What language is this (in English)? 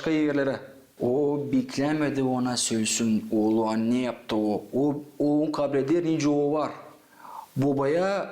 Gagauz